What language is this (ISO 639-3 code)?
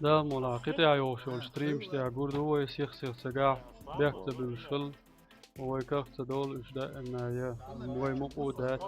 che